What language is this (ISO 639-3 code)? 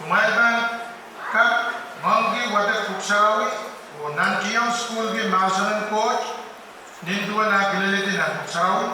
pon